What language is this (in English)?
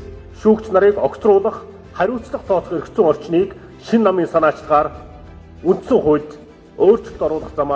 Mongolian